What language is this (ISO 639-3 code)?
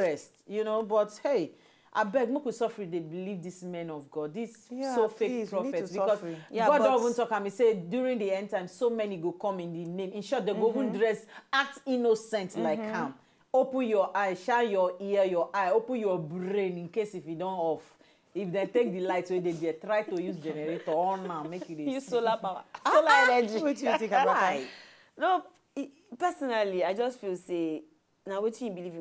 pcm